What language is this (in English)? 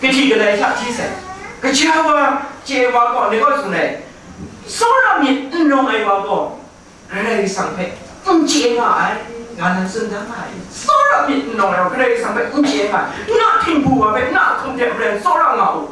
Kachin